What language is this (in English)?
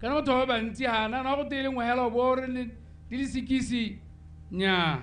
Tswana